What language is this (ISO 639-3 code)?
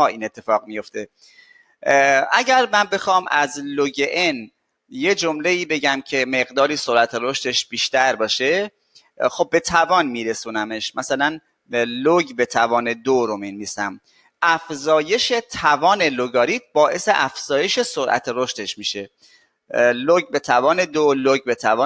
fas